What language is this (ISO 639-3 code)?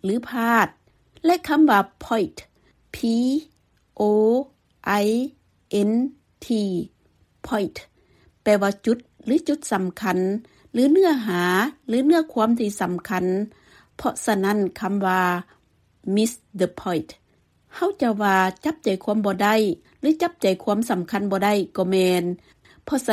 lao